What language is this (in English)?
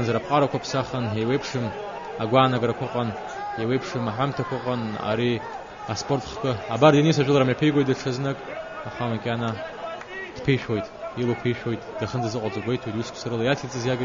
Abkhazian